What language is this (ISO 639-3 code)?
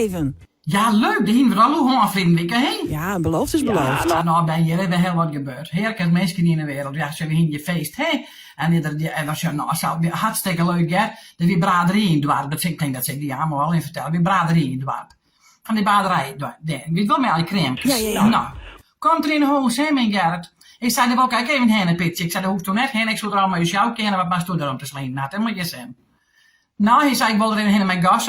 fry